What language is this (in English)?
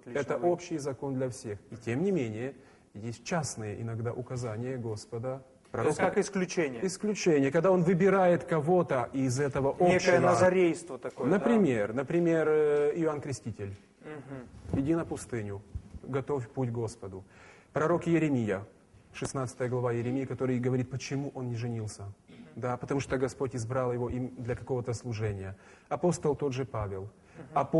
Russian